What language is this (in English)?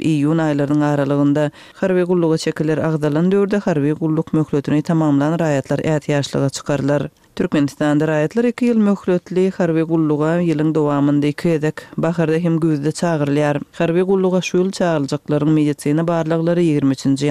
Turkmen